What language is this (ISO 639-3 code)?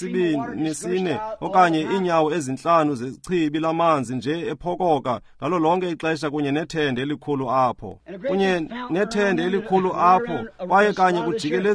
xho